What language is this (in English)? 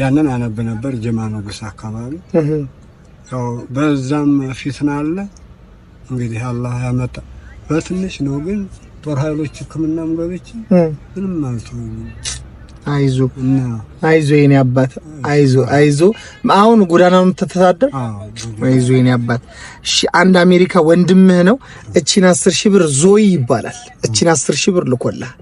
Amharic